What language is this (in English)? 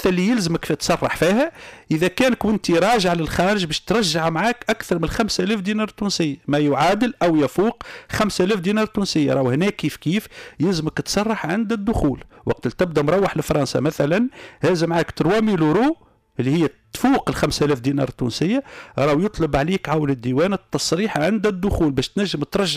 Tunisian Arabic